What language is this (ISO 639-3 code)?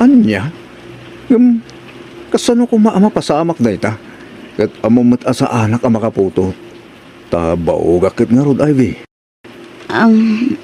ilo